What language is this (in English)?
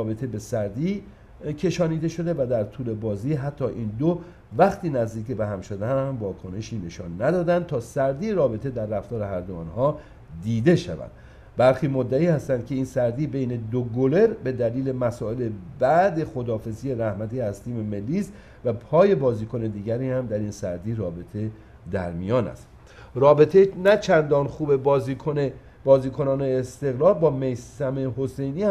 Persian